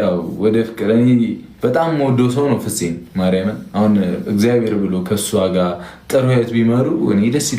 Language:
Amharic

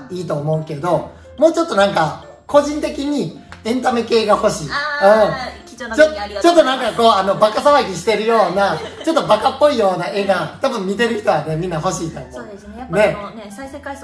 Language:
Japanese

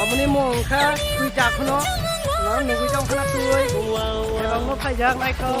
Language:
Kok Borok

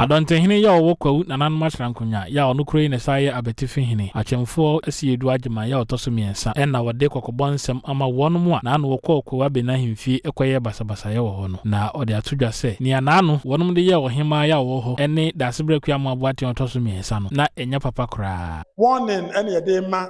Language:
Akan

